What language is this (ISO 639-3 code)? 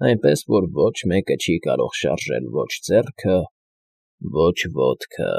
hye